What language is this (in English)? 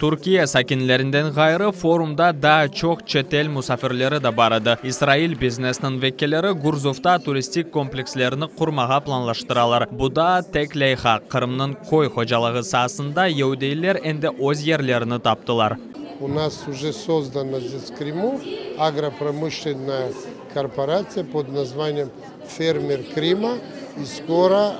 Crimean Tatar